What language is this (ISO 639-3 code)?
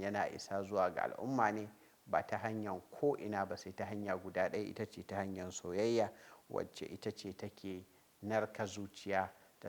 hau